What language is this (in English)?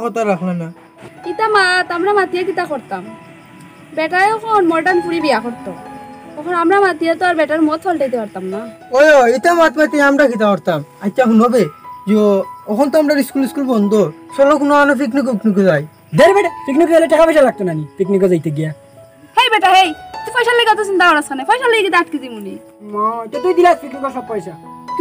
Sylheti